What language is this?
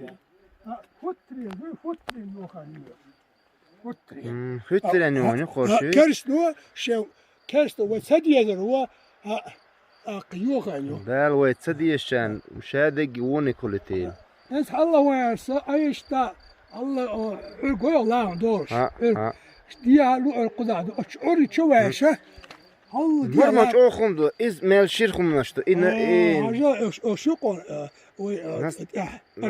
Chechen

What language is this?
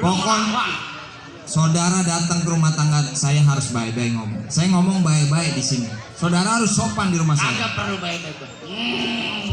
Betawi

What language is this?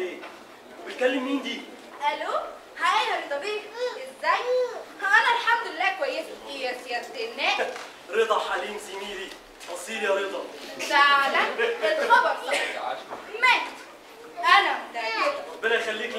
Egyptian Arabic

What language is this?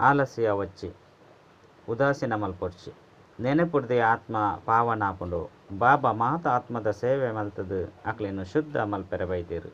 Tulu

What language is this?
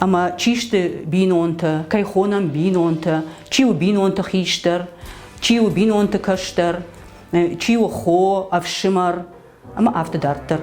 Ossetic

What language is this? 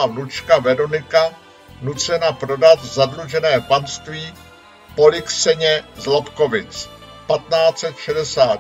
Czech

